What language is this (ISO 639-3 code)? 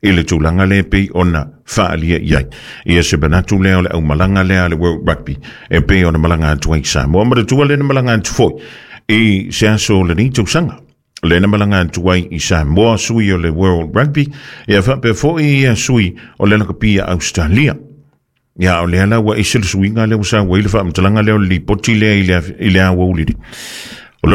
smo